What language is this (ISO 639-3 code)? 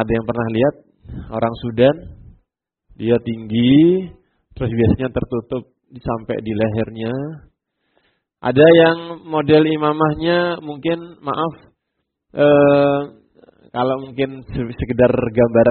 ind